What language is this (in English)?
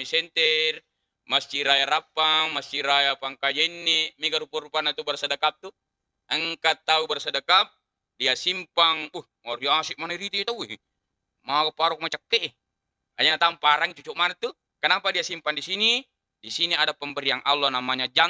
Buginese